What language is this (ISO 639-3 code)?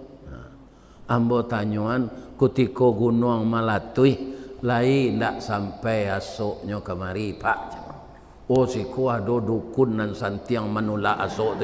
min